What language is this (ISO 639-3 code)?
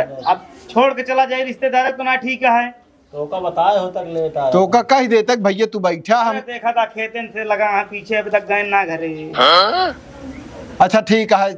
awa